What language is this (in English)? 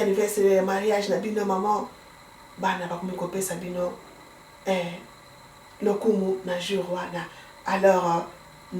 Lingala